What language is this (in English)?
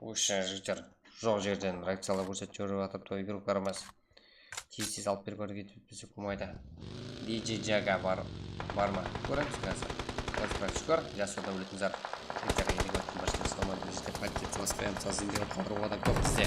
Kara-Kalpak